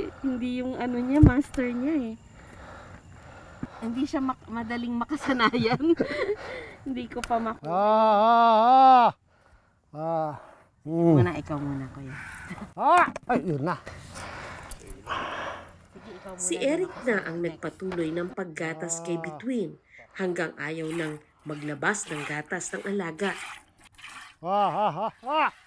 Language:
Filipino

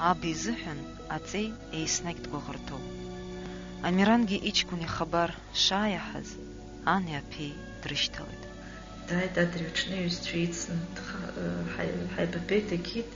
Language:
Abkhazian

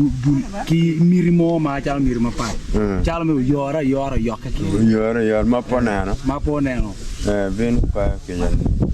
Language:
Acoli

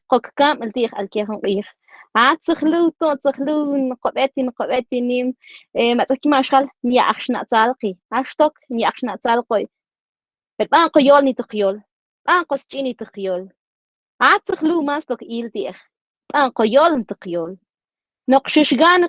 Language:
Mam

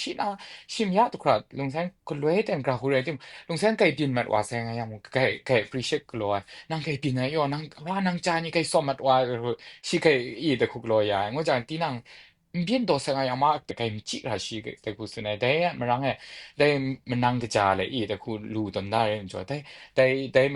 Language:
Kachin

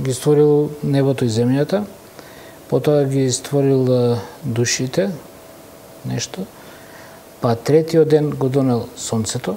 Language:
Macedonian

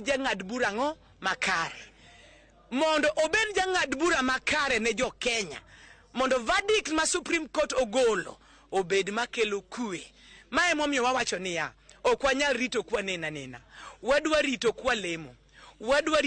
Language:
Luo (Kenya and Tanzania)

